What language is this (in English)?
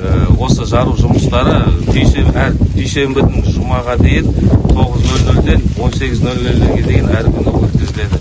Kazakh